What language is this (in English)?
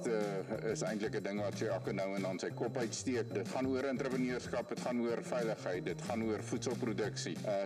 Afrikaans